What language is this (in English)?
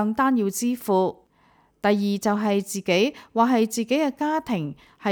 Cantonese